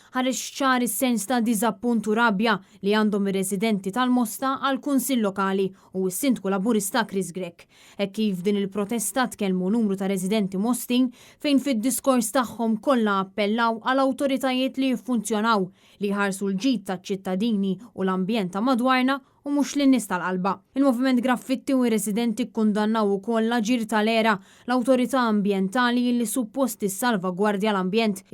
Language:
Maltese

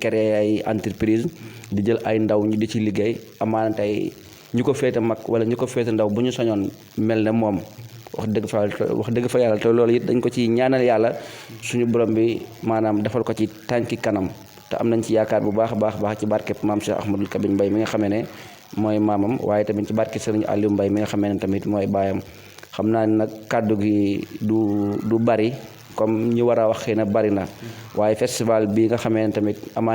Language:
Wolof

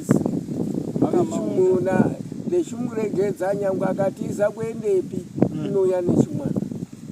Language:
Shona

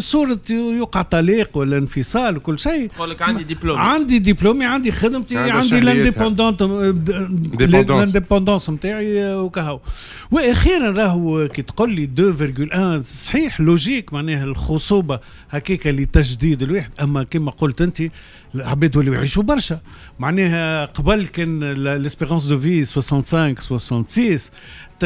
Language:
Tunisian Arabic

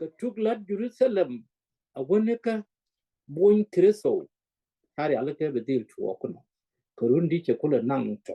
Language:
Nuer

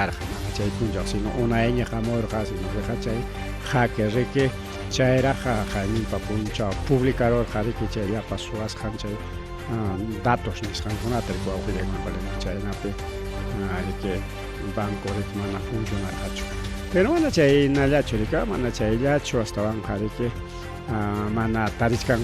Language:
Ayacucho Quechua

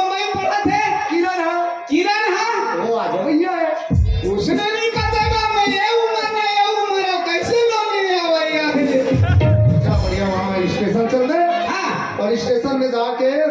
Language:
Chhattisgarhi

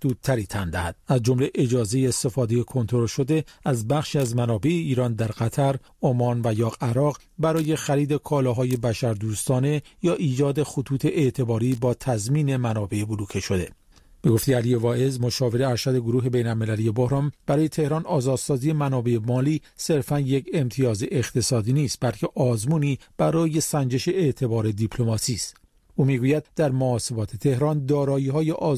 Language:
Persian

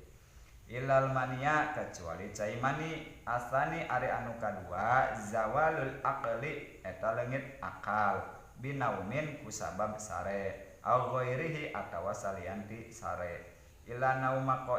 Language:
Sundanese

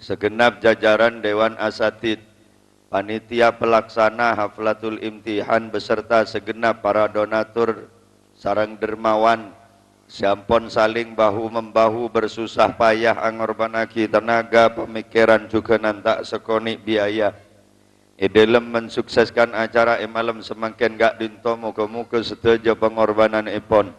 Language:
Madurese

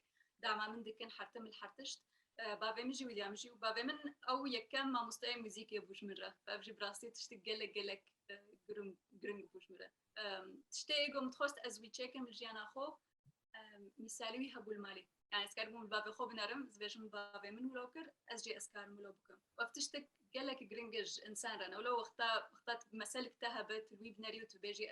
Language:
Kurdish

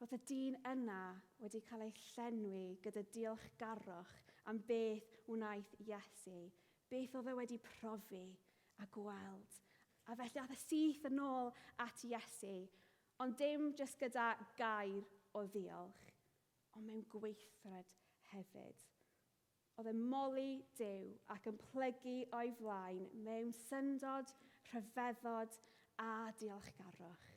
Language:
Welsh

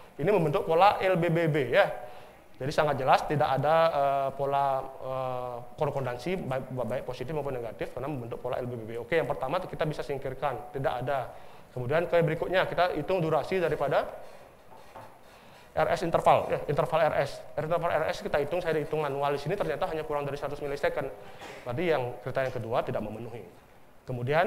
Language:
Indonesian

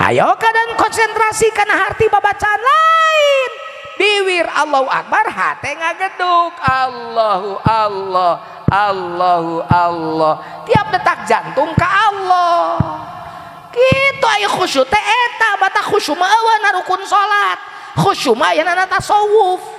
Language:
Sundanese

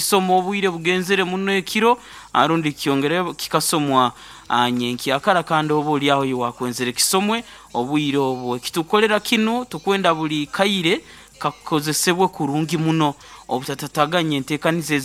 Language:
Nyoro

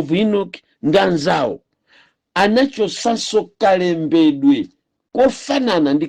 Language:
Nyanja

